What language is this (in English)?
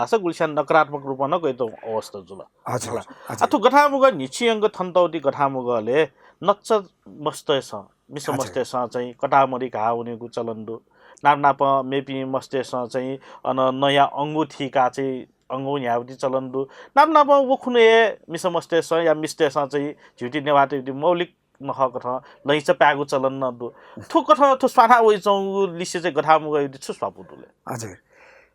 Newari